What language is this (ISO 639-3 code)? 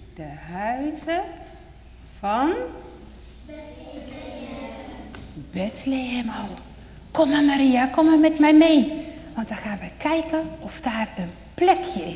nld